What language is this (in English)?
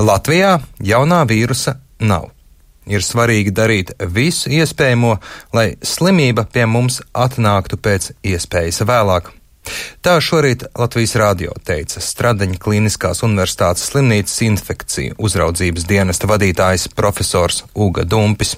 Latvian